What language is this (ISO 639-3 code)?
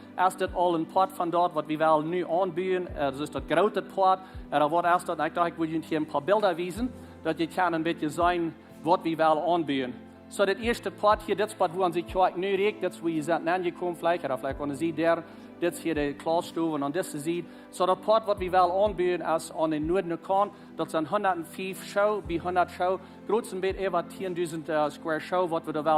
pdt